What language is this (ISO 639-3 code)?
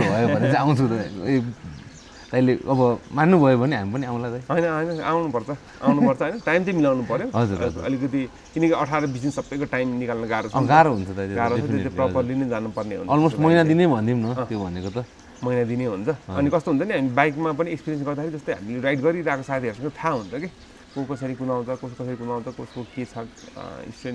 nep